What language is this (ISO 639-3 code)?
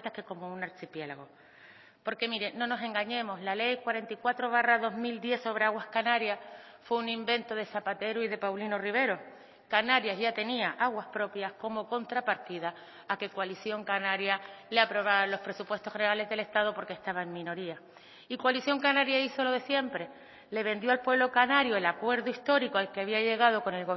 spa